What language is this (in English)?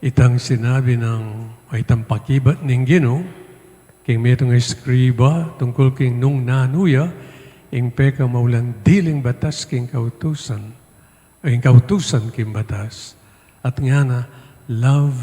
Pampanga